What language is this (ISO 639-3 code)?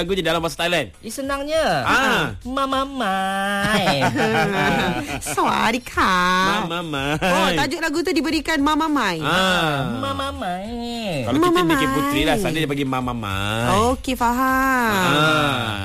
msa